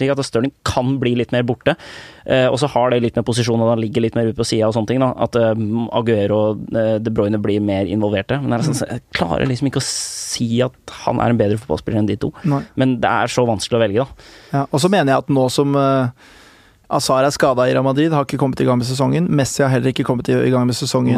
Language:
Norwegian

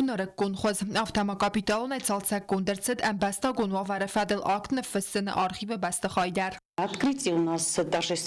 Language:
Ossetic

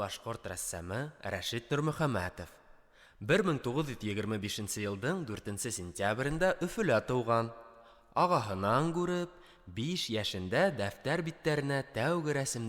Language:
Bashkir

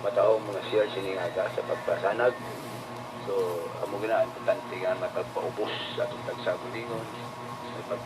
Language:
Hiligaynon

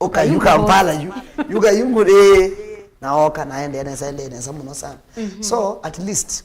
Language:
Kamba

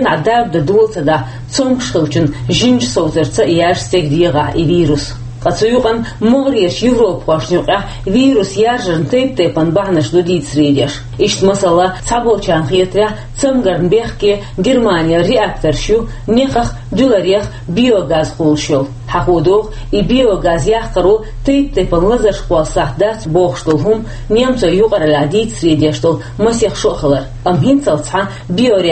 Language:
Chechen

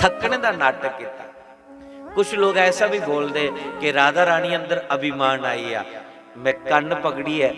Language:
Dogri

